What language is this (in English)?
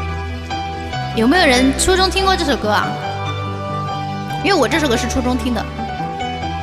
Chinese